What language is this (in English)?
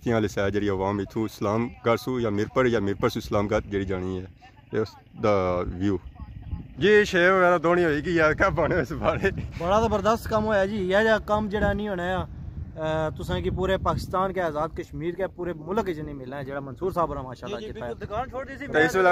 Pahari-Potwari